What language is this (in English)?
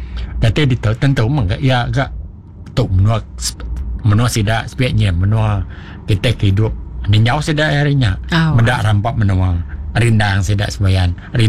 Iban